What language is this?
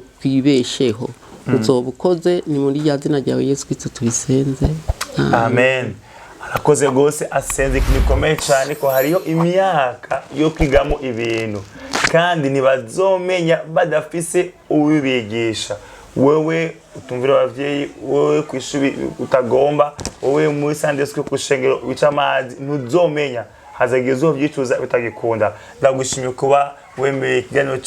Rundi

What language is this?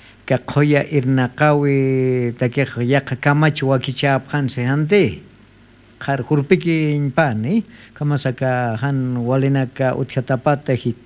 Aymara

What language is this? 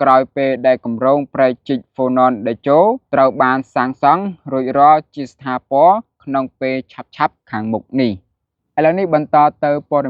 Khmer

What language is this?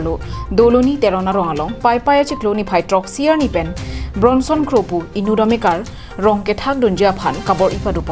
Karbi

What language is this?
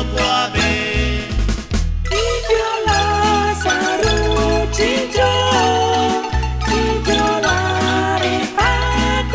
Kekchí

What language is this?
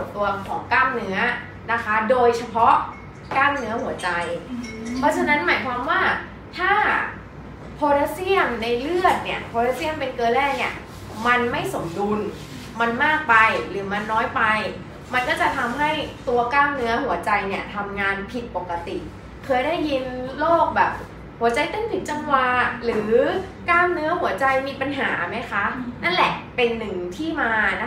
Thai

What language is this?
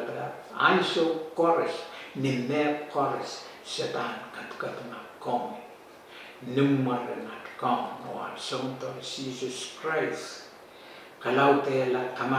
Pohnpeian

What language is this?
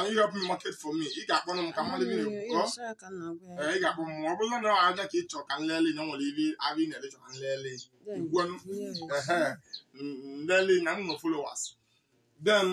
Igbo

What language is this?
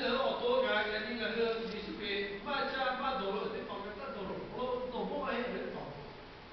Lahu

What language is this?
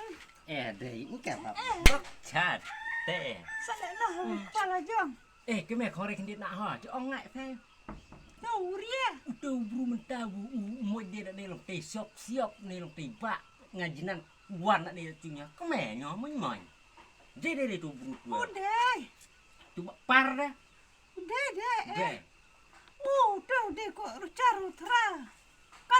Khasi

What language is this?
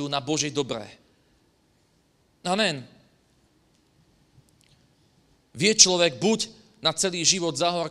Slovak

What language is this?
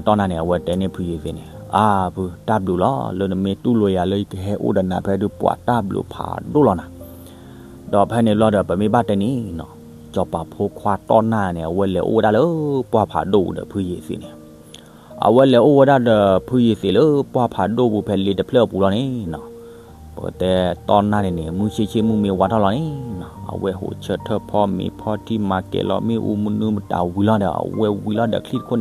S'gaw Karen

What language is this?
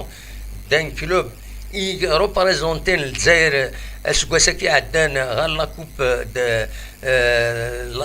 Kabyle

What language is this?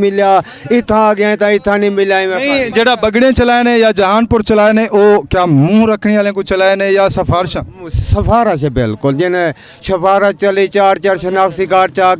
Saraiki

